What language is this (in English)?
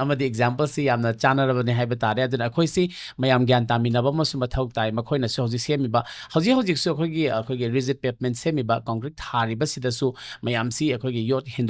Manipuri